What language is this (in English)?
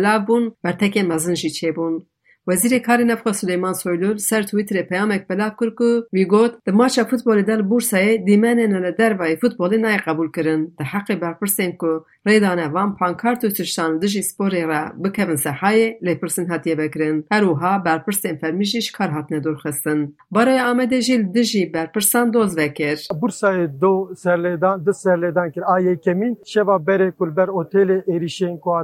Kurdish